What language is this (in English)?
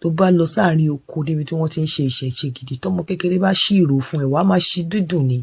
Yoruba